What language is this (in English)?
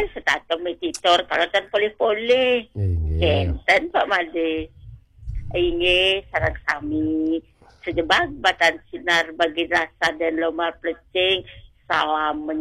Balinese